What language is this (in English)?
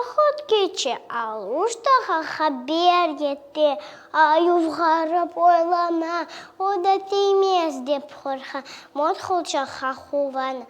Crimean Tatar